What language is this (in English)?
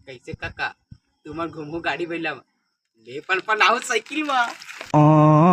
Chhattisgarhi